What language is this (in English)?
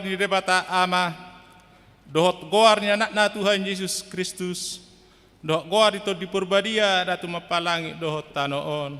Batak Toba